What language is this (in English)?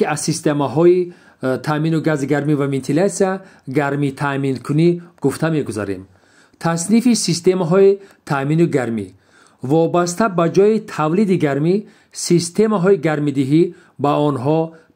Tajik